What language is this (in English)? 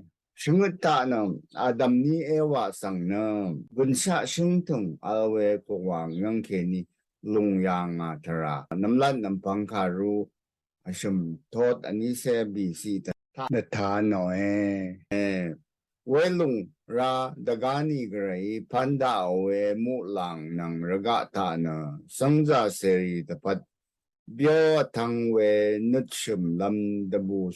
Rawang